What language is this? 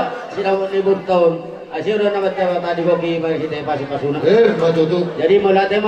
Batak Toba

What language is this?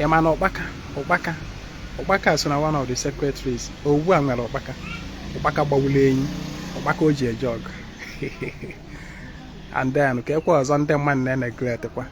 Igbo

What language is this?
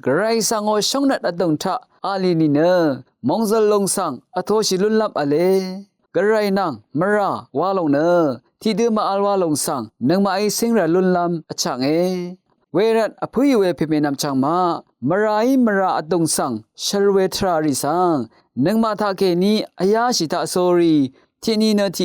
Rawang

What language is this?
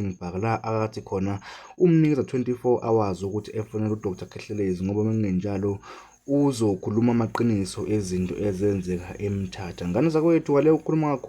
Zulu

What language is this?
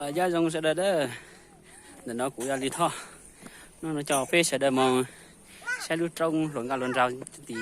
Hmong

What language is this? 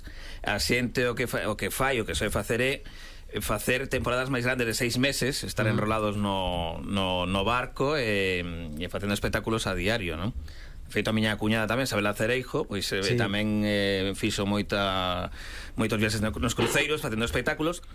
Galician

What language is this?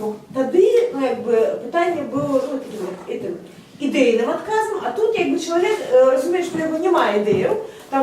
Belarusian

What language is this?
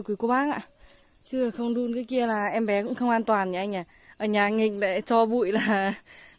Vietnamese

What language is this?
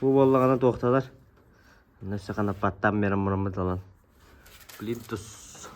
Yakut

